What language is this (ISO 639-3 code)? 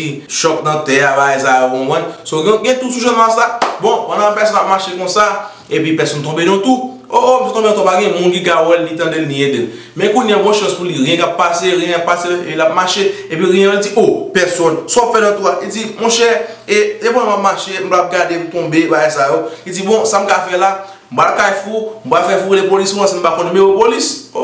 hat